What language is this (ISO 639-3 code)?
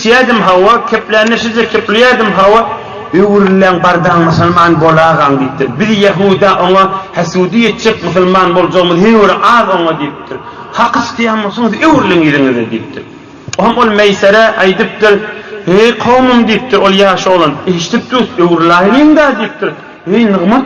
tuk